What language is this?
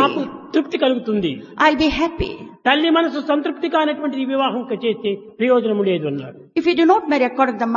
Telugu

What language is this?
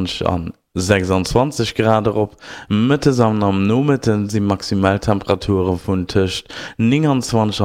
Luxembourgish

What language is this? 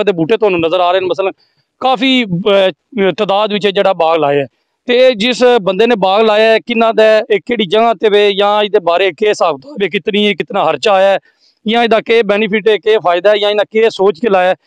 Punjabi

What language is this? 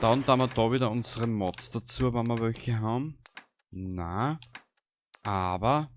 Bavarian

